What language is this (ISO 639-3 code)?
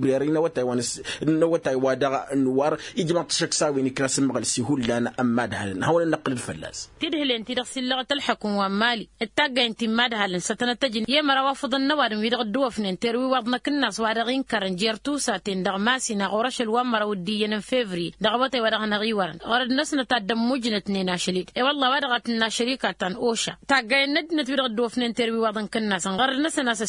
taq